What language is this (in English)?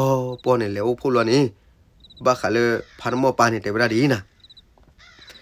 S'gaw Karen